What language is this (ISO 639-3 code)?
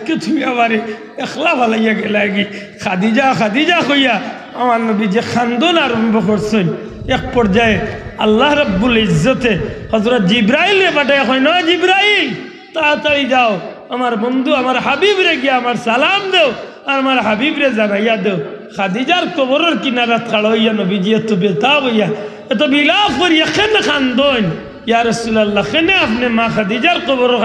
syl